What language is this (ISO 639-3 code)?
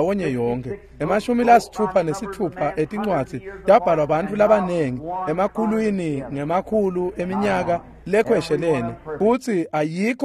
ssw